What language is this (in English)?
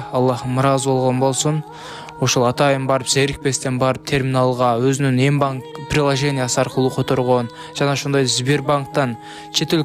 Kyrgyz